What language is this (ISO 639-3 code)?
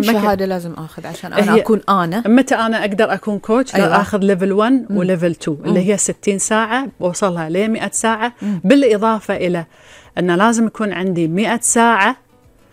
afb